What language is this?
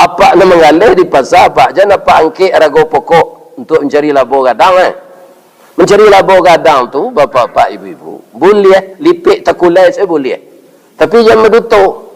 Minangkabau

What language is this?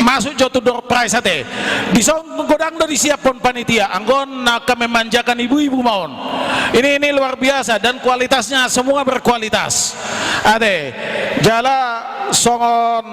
Batak Toba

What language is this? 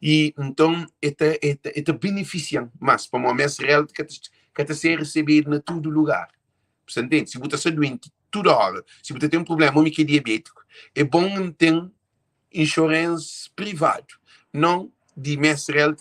Kabuverdianu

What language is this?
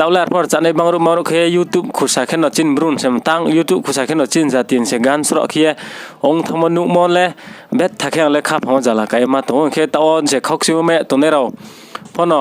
Riang (India)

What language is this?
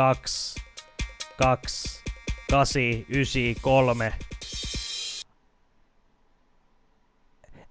Finnish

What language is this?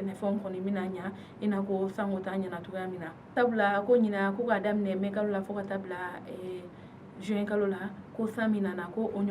Bambara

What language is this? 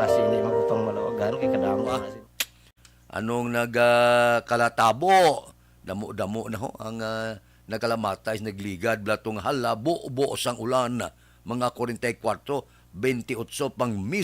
Hiligaynon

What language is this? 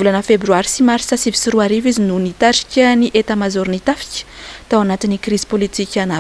Malagasy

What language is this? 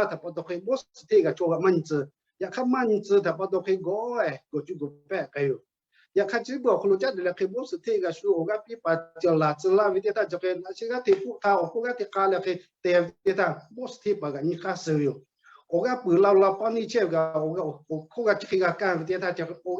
Lahu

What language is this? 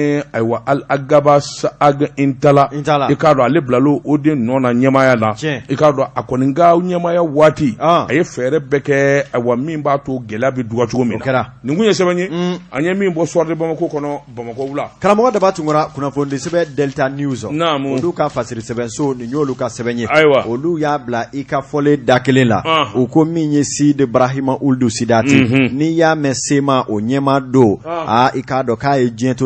Bambara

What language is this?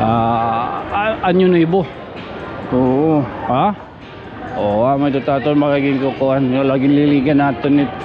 Waray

